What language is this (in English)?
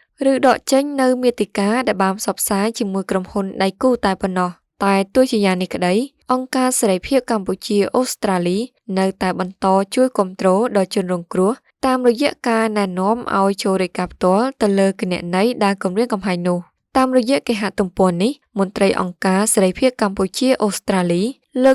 Khmer